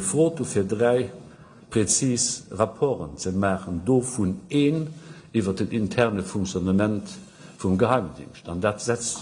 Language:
Luxembourgish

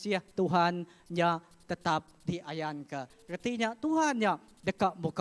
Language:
Iban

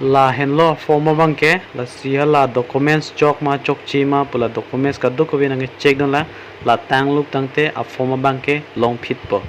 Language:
Karbi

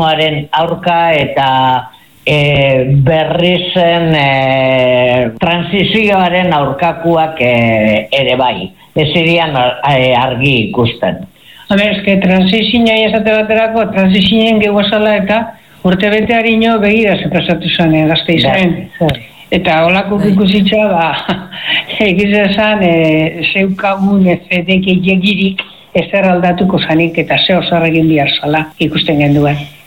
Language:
Basque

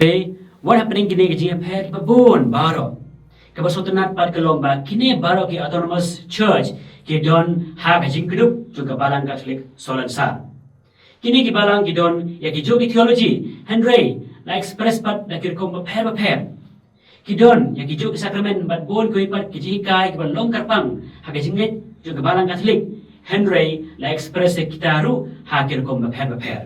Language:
Khasi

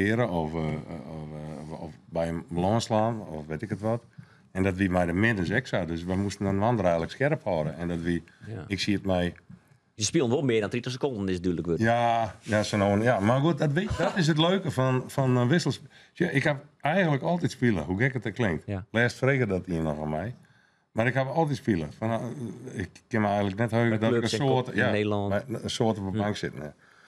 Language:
Western Frisian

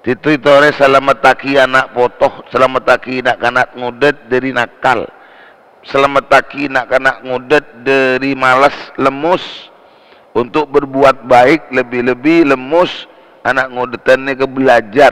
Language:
Madurese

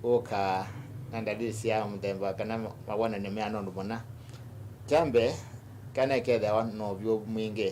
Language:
Kamba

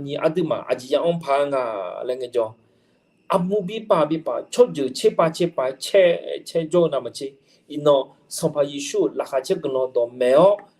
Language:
Akha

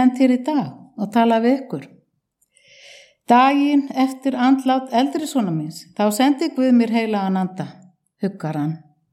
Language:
Icelandic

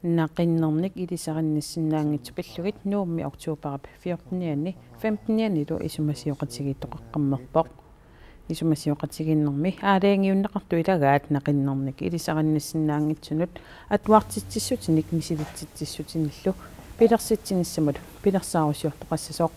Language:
Kalaallisut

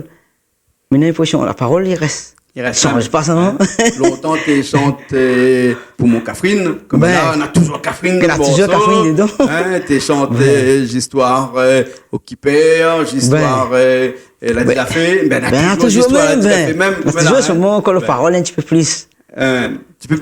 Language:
Réunion Creole French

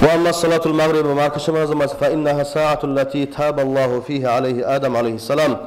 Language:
Kumyk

